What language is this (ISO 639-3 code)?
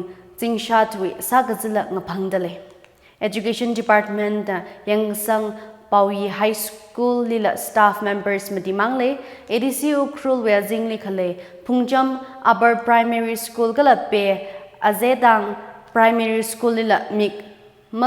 nmf